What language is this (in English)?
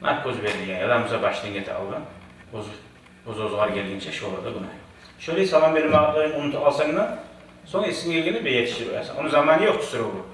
Kumyk